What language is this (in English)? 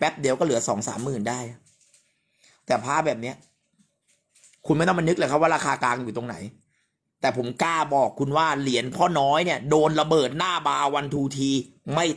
Thai